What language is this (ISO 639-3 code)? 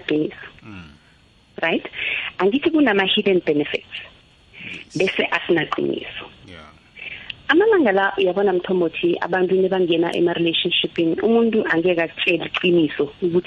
nbl